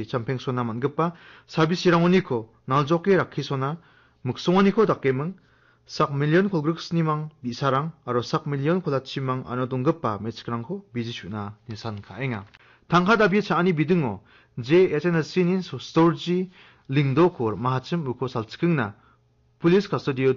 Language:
Garo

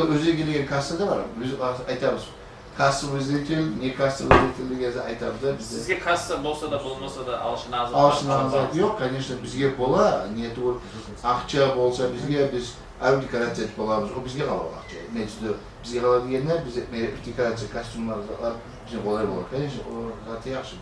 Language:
Kumyk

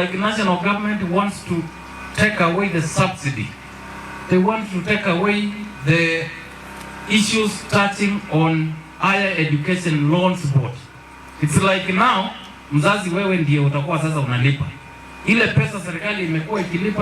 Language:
Kamba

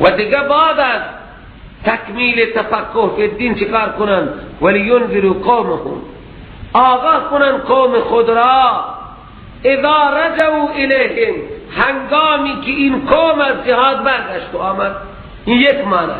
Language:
Persian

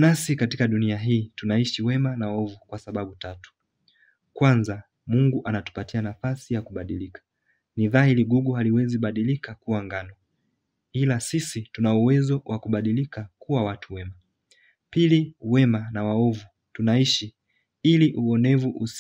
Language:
Swahili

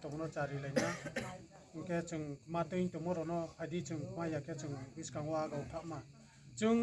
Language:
Riang (India)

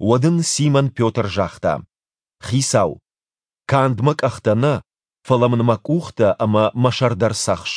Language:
Ossetic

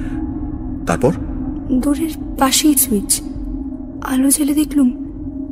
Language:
Bangla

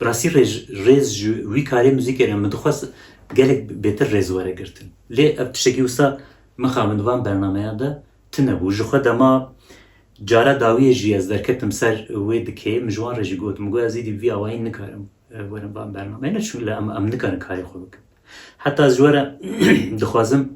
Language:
Kurdish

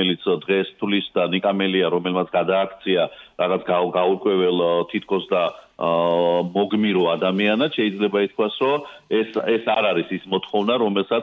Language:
Georgian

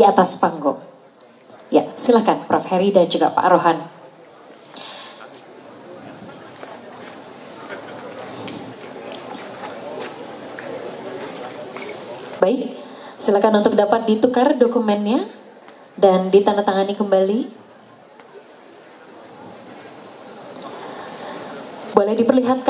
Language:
Indonesian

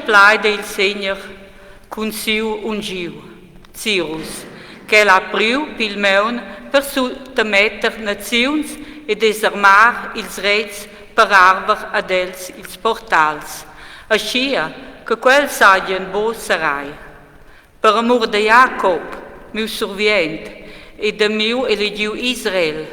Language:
Romansh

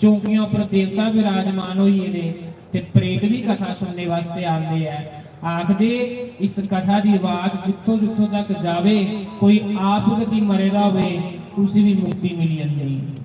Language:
Dogri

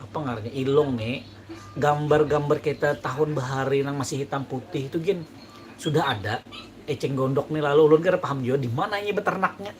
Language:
Banjar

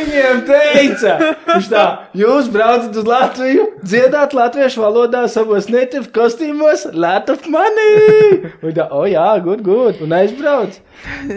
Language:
Latvian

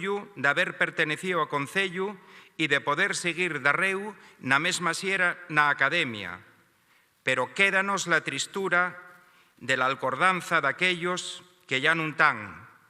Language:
Asturian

